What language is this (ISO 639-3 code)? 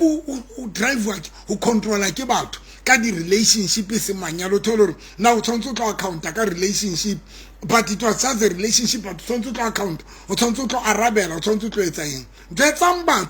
sot